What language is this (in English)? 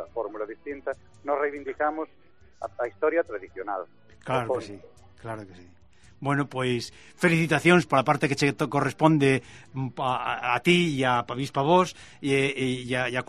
Galician